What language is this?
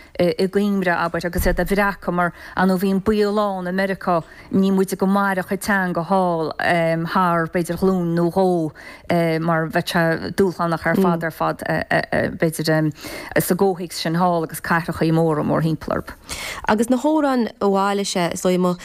Irish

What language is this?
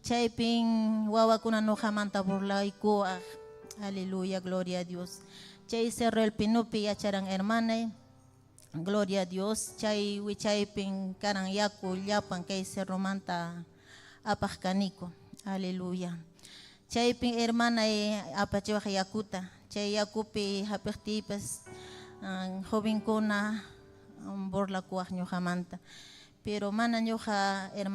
Ayacucho Quechua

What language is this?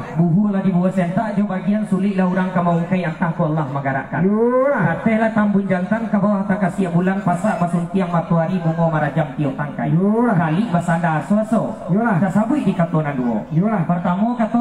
Minangkabau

